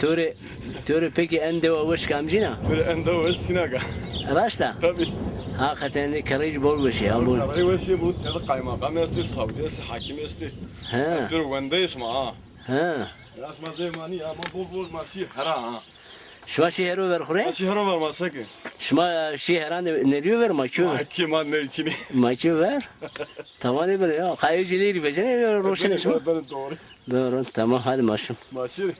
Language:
Zaza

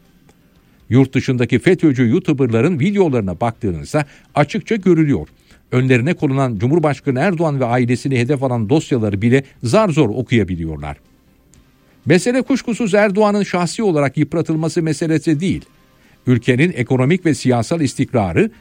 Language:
Turkish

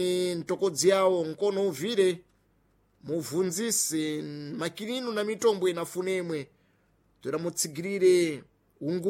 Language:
Sena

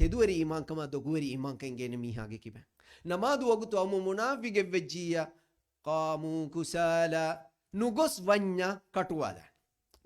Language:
Divehi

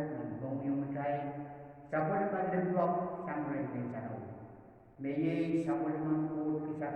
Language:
Pohnpeian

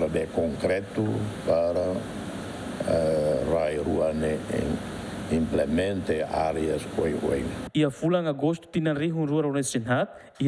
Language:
Tetum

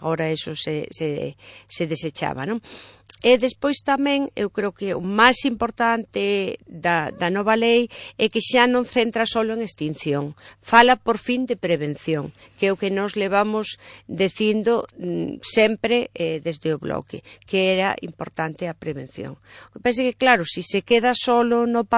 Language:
Galician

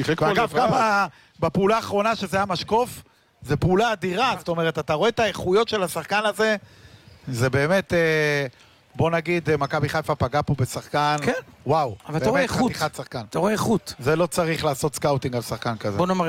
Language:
Hebrew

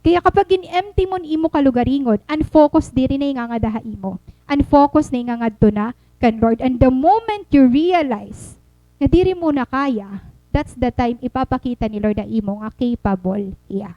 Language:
Waray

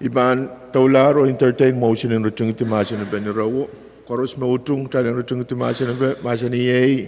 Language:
Pohnpeian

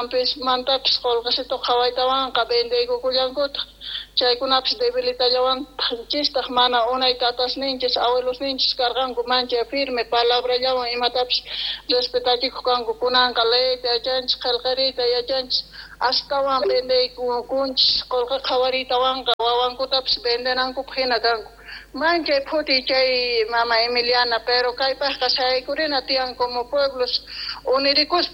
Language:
Quechua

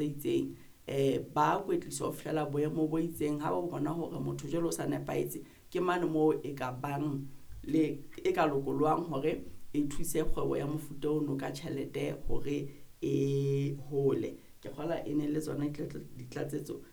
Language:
Southern Sotho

